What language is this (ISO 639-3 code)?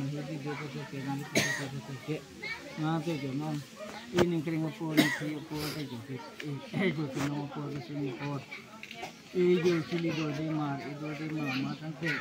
mjw